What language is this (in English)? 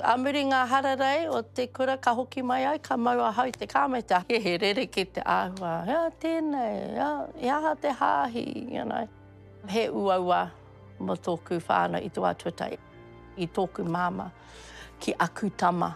Māori